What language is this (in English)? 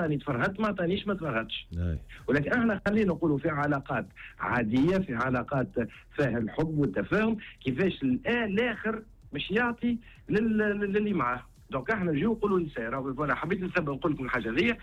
Tunisian Arabic